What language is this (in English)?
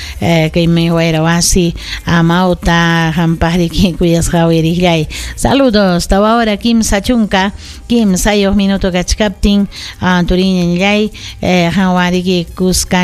Ayacucho Quechua